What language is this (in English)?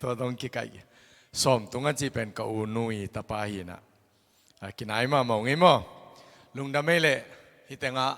Tedim Chin